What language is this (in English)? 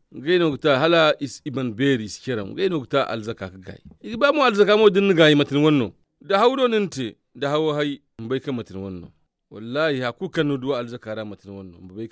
Zarma